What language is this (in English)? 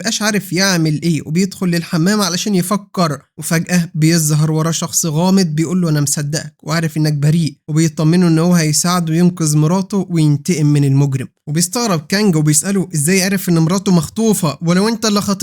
Egyptian Arabic